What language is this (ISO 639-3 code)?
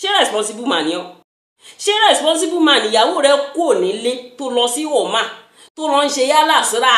yor